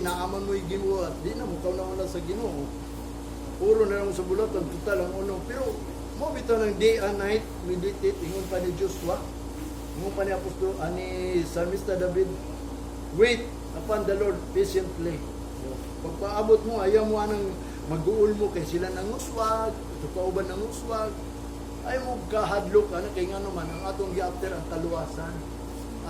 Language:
Cebuano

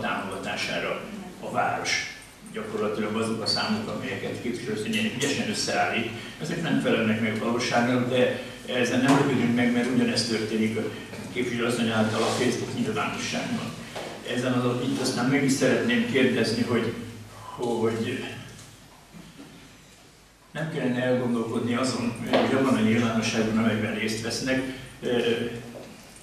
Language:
Hungarian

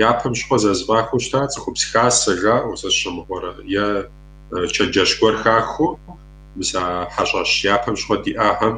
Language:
Kabardian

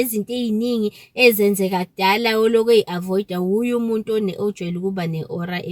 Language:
Zulu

